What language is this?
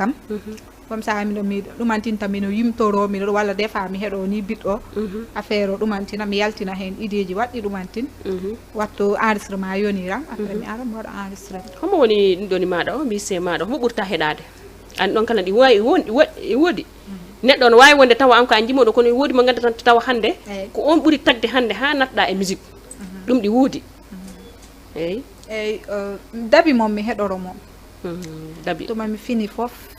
Fula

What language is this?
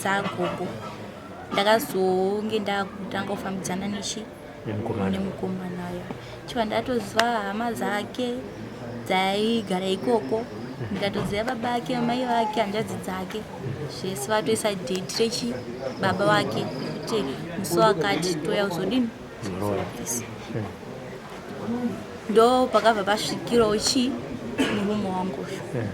Shona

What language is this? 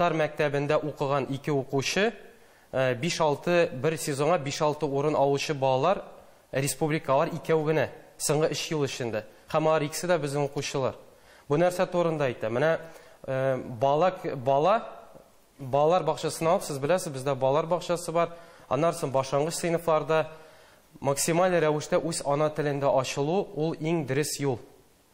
Tatar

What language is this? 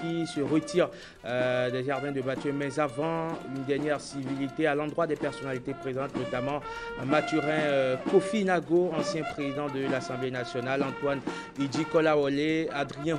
French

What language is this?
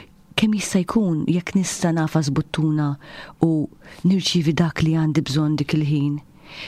Maltese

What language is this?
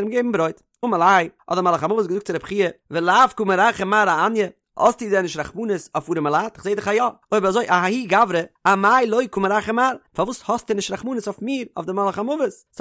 Yiddish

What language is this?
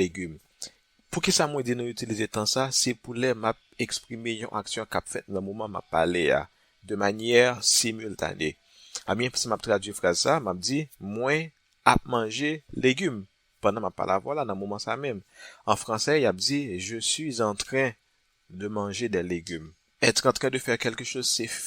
Haitian Creole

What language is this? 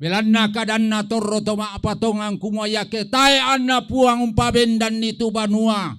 Toraja-Sa'dan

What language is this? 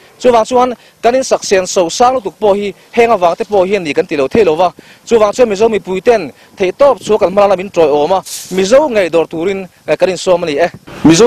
Mizo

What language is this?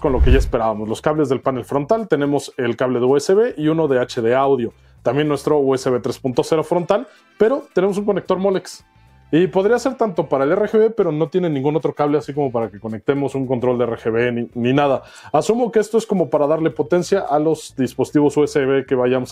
Spanish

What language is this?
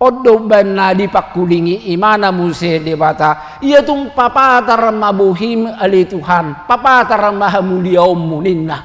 Batak Toba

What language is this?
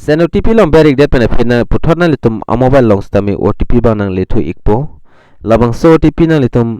Karbi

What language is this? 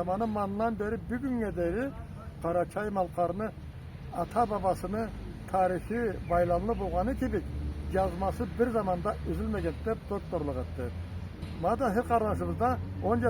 Karachay-Balkar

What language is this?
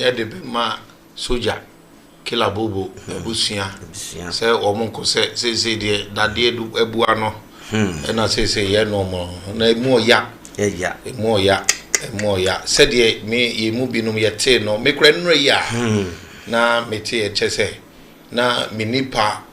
Akan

